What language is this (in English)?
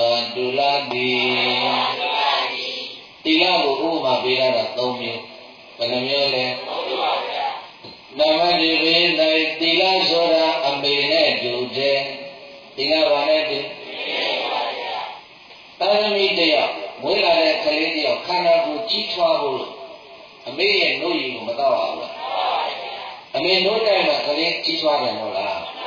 Burmese